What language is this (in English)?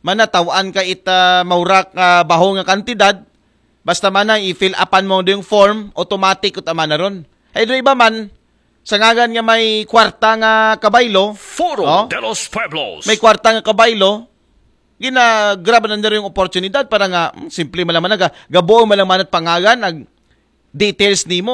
Aklanon